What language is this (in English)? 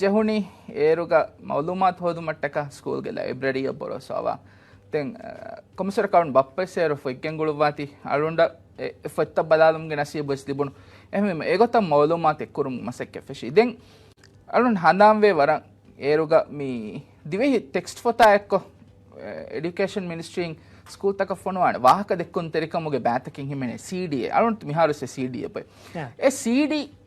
Divehi